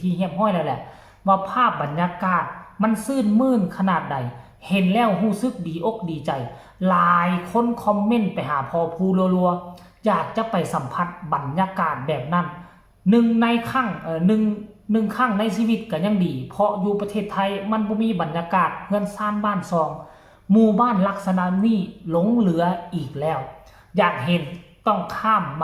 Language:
Lao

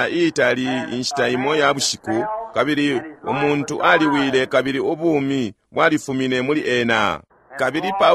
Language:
Bemba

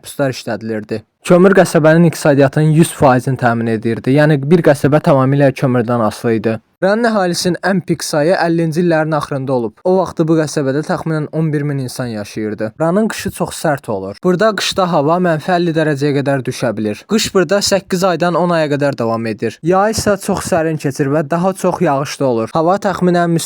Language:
Azerbaijani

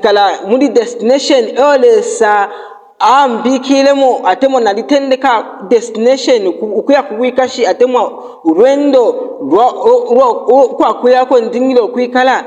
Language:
Bemba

